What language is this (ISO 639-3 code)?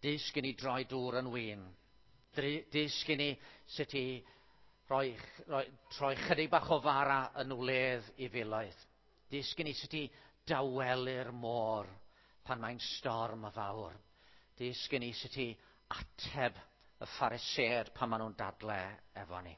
cym